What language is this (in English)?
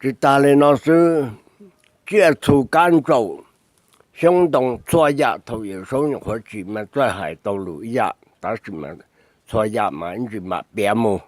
Hmong